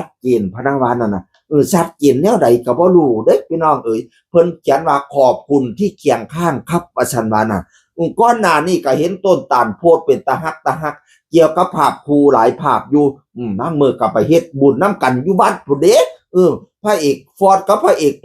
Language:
Northeastern Thai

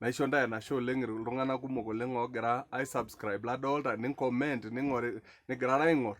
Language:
Masai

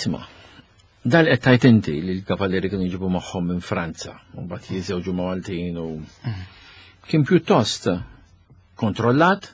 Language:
Maltese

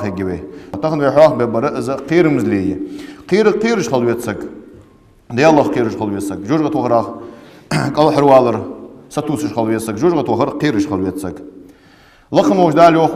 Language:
Ingush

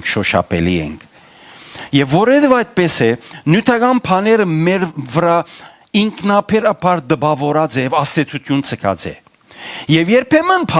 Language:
Western Armenian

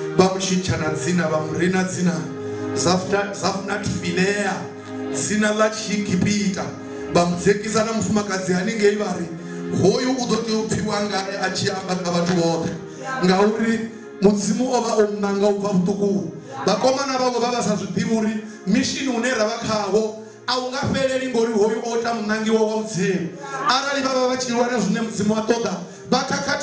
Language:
Venda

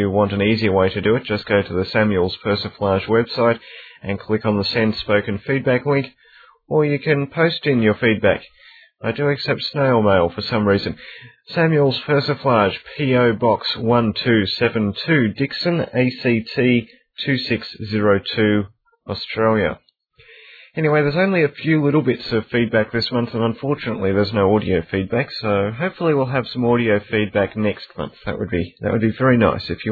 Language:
English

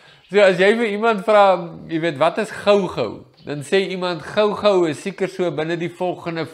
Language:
Afrikaans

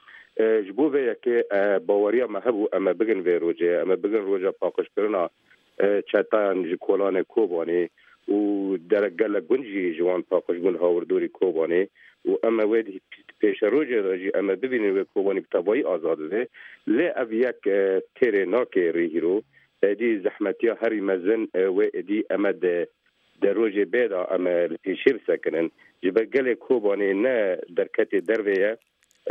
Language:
Kurdish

